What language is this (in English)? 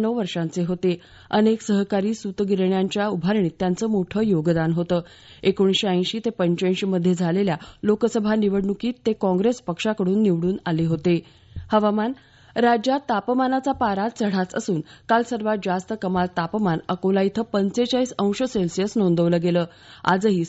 Marathi